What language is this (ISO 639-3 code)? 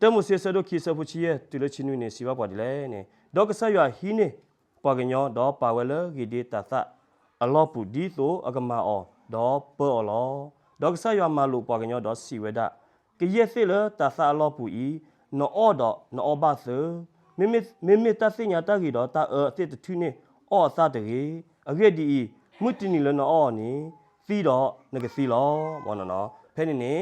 ksw